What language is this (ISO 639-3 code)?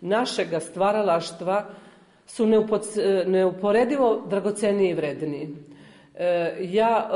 srp